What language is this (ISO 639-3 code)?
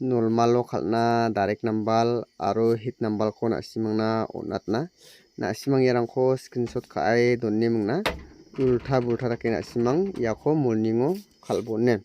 grt